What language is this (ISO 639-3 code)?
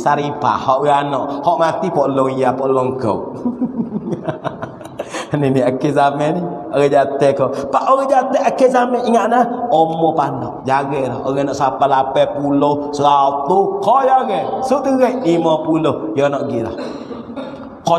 mfa